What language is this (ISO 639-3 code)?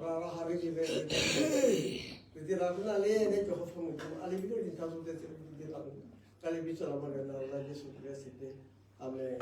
tsn